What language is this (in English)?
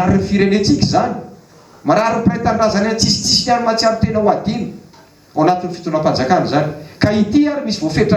Malagasy